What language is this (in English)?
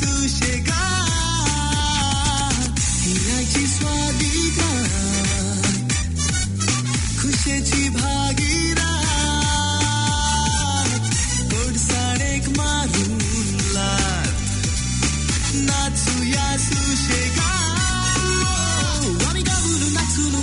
Konkani